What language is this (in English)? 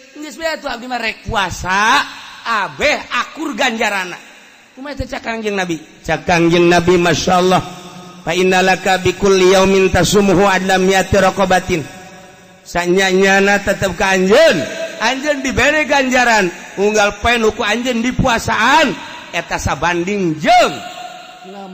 Sundanese